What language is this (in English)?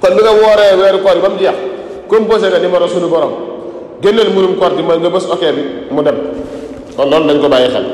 Wolof